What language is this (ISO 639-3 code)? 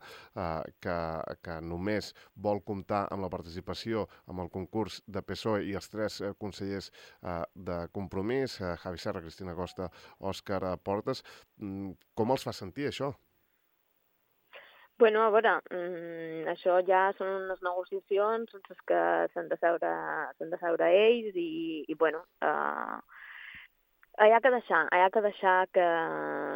cat